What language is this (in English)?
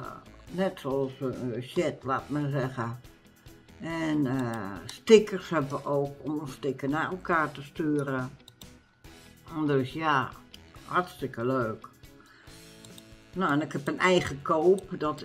Dutch